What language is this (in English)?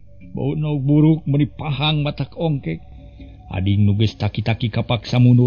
Sundanese